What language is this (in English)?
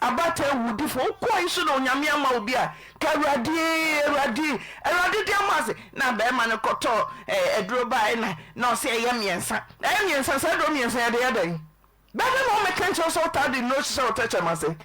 Akan